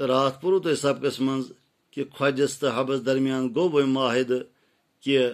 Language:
Kashmiri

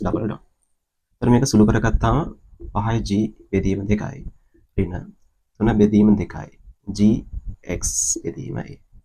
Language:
Sinhala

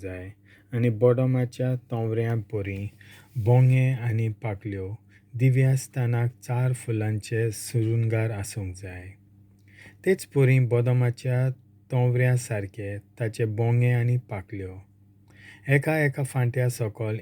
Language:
Konkani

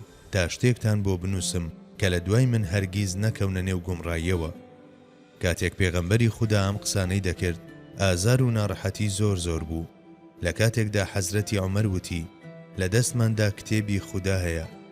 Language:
Central Kurdish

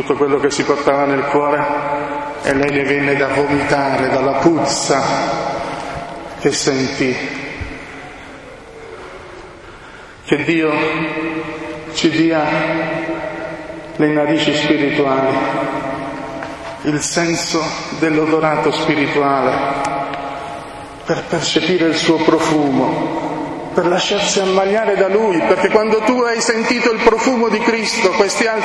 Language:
Italian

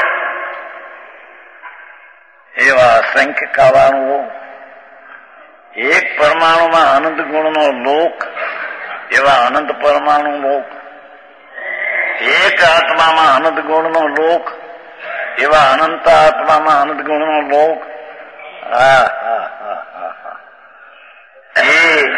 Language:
Gujarati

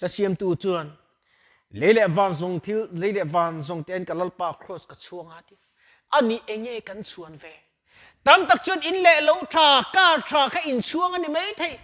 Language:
Mizo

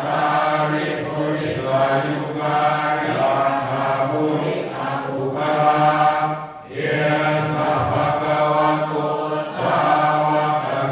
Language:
Pali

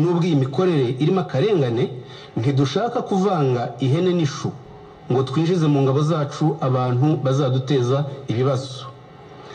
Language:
Kinyarwanda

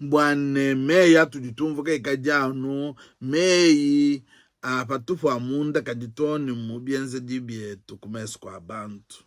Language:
Luba-Lulua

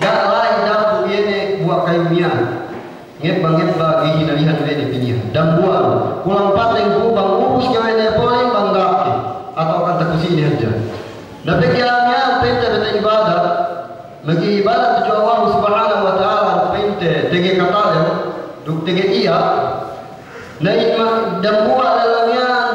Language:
Yakan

